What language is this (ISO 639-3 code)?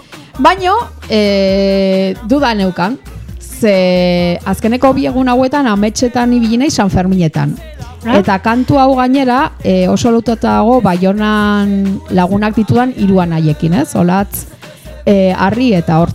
eus